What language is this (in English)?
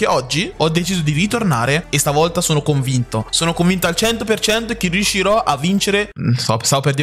Italian